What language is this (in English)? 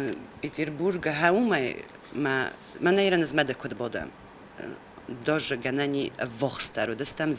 Ossetic